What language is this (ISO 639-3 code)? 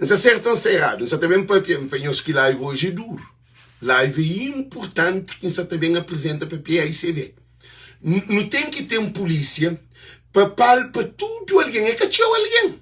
kea